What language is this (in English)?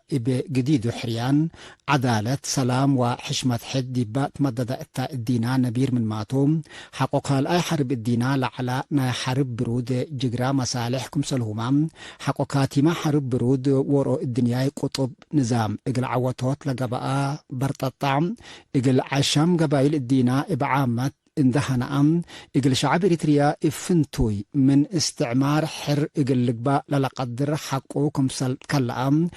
Tigre